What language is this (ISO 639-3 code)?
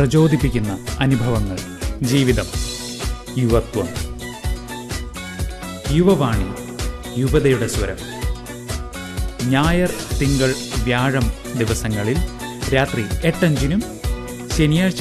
mal